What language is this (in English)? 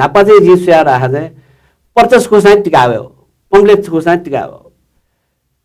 Newari